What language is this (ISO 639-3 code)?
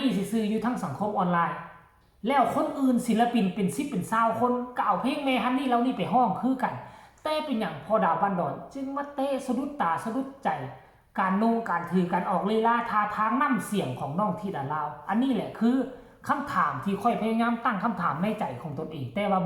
tts